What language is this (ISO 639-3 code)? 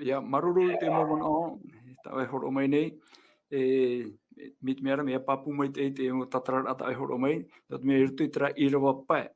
tah